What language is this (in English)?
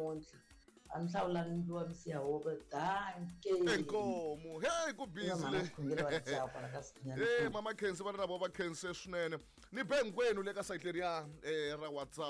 Tsonga